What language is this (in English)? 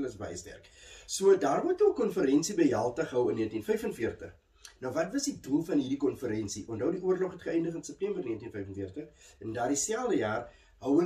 Afrikaans